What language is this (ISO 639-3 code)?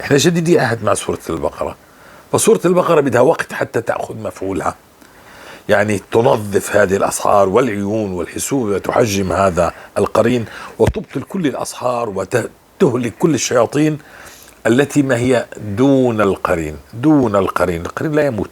apc